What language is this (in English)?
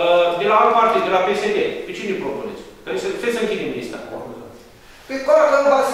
Romanian